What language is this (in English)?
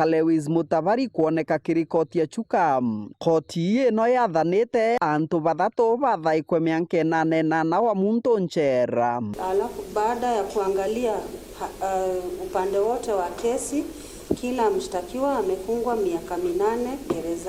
Meru